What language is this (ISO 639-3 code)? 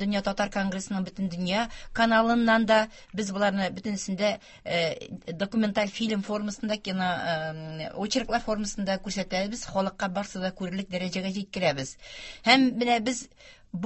tat